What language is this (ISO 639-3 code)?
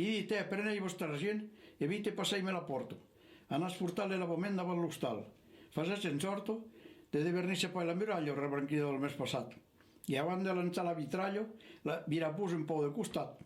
oci